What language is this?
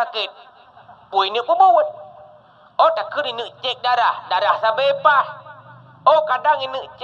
Achinese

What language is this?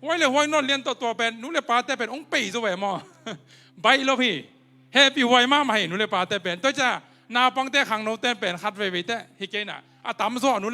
Tedim Chin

